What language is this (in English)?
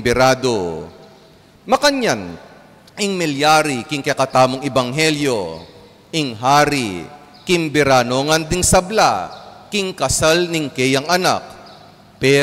Pampanga